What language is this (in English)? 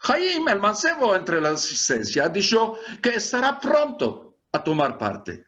Ladino